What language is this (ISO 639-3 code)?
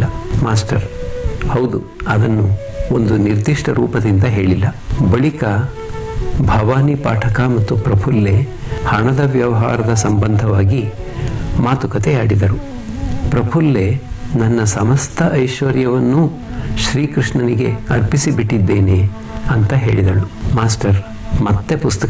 kan